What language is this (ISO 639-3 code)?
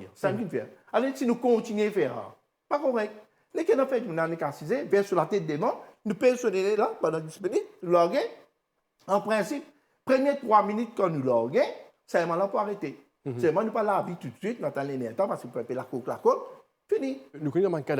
mfe